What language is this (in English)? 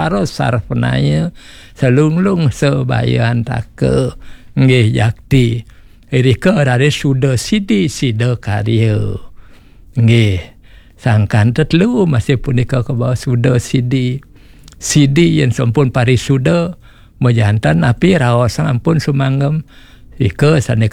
Balinese